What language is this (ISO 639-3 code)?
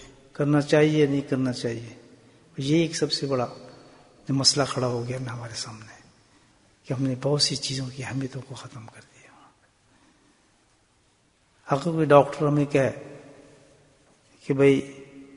urd